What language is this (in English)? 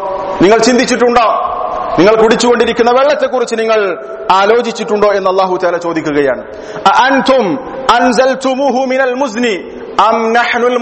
Malayalam